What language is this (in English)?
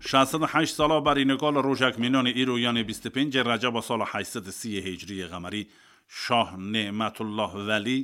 Kurdish